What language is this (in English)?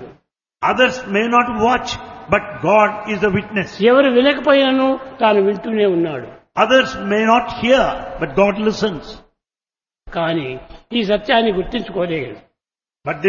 Telugu